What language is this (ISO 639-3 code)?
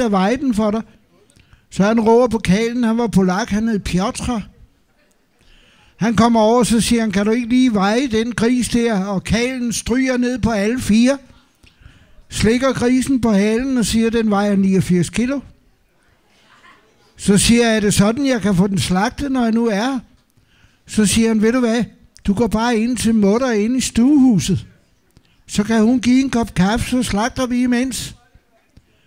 dan